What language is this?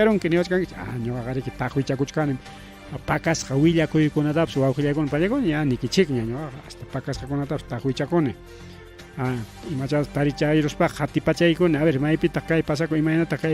Ayacucho Quechua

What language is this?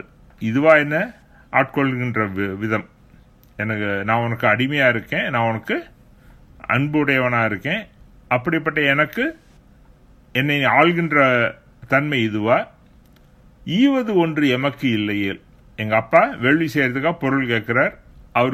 Tamil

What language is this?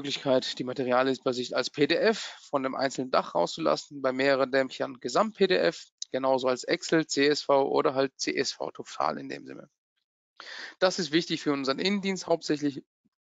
German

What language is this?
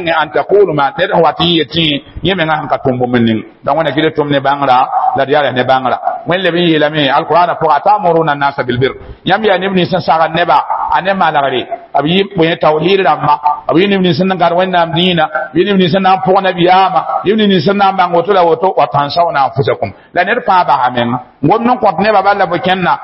Mossi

